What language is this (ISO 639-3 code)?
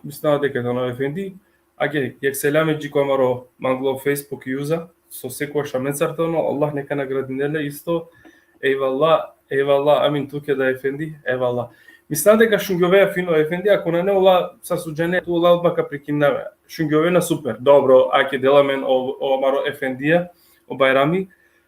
rmn